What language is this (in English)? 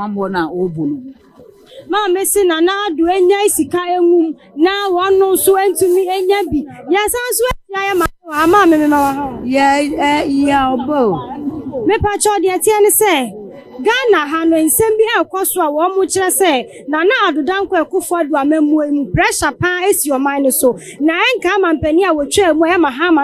Akan